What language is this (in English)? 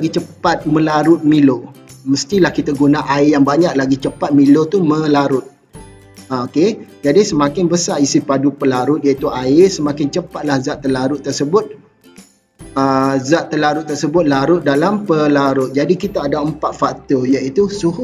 Malay